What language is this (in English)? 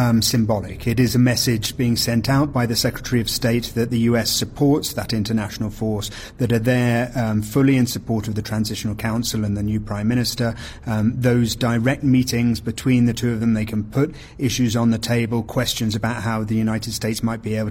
English